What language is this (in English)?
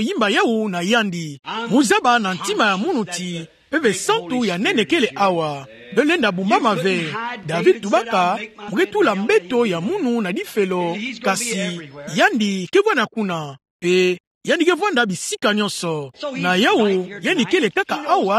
Kituba (Democratic Republic of Congo)